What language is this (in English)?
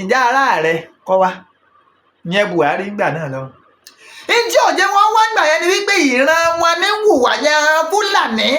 Yoruba